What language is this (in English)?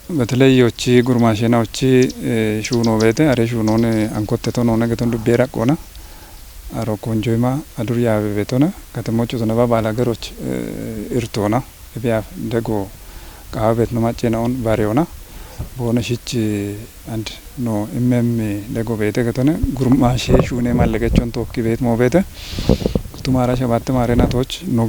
Kafa